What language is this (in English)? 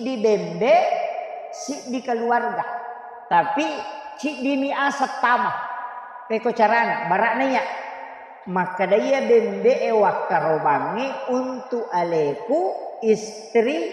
Buginese